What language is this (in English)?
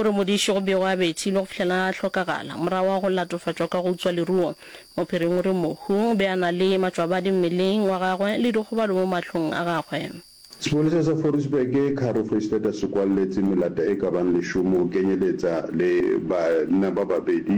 Northern Sotho